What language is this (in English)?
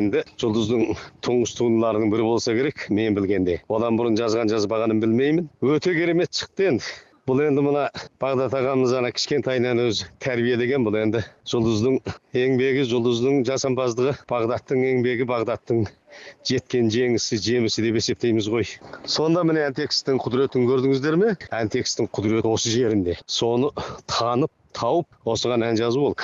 Kazakh